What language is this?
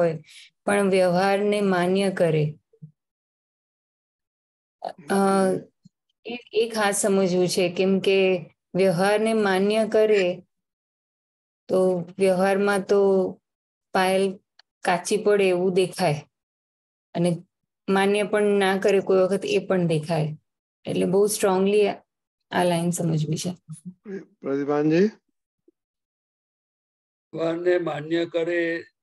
Gujarati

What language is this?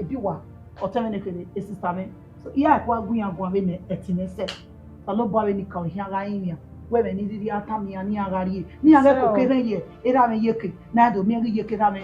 Bini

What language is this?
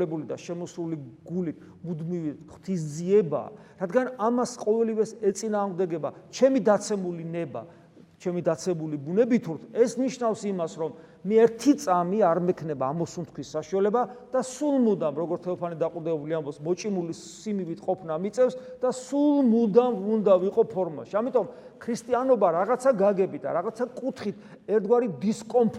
Georgian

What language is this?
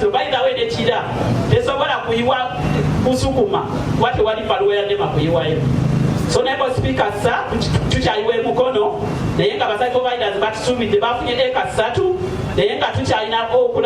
Ganda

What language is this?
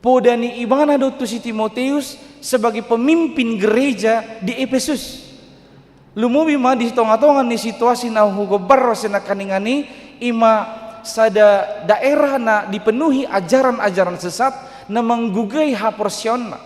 Batak Toba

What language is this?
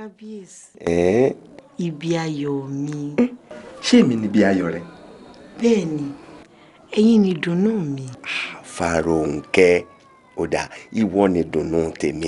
Yoruba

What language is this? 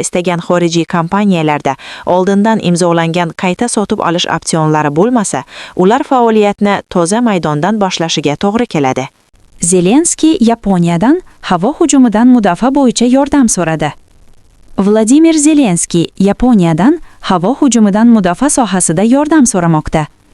Uzbek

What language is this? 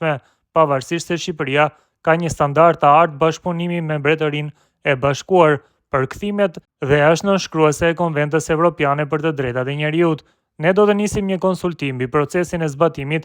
Albanian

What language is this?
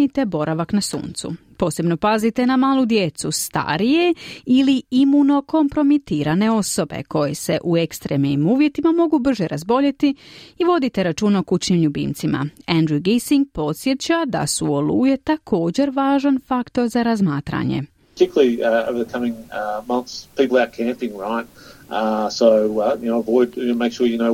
Croatian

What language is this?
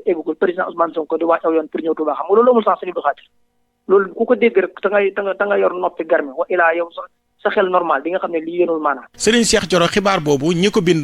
Wolof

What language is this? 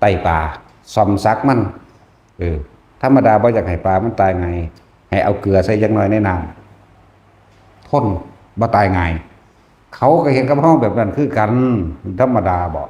Northeastern Thai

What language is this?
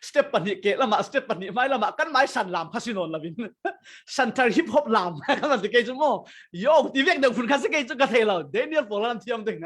Falam Chin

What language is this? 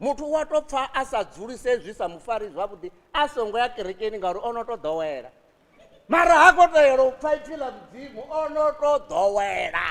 Venda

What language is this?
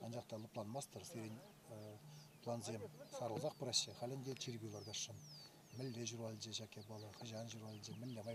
Chuvash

